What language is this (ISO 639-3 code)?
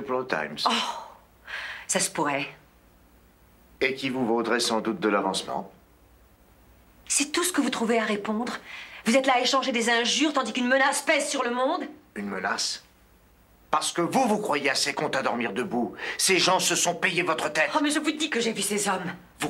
fra